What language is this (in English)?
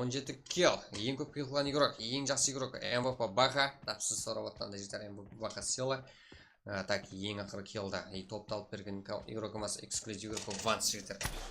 Kara-Kalpak